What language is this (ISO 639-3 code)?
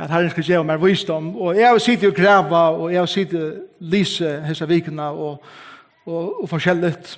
fao